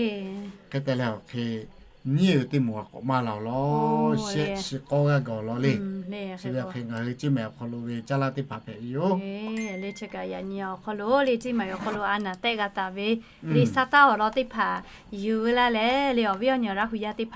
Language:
Lahu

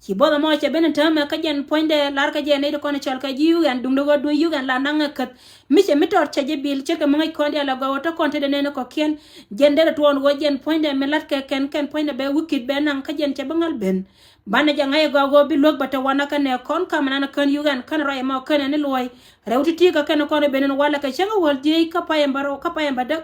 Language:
Nuer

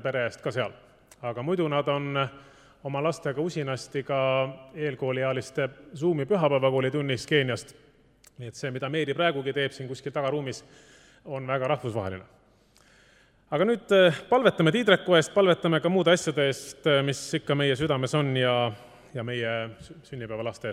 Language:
Estonian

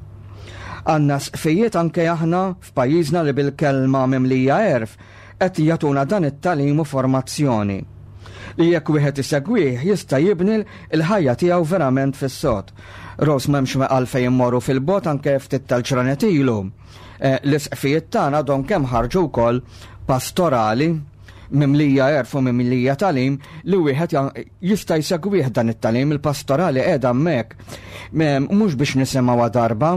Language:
Maltese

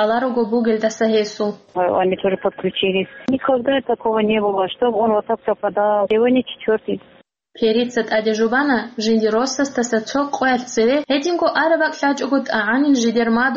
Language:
Avaric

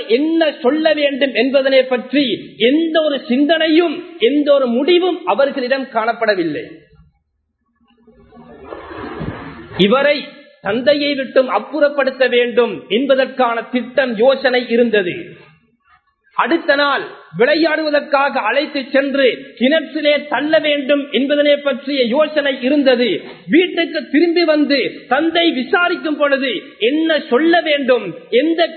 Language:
Tamil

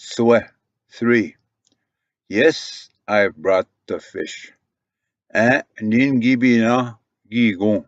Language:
Ojibwa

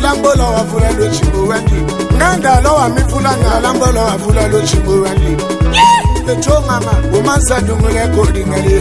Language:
Tetela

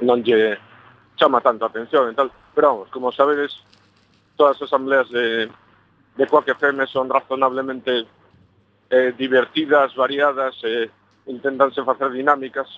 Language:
Galician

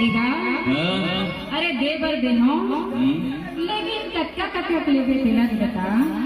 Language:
Chhattisgarhi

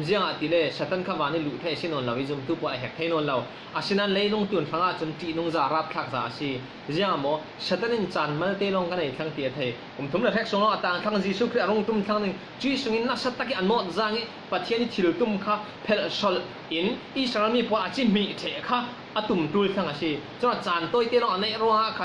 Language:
Falam Chin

